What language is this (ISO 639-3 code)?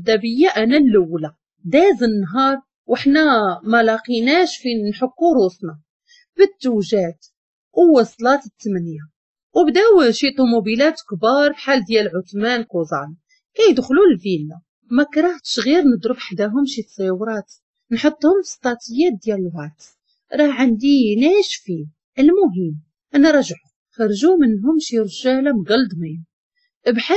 ary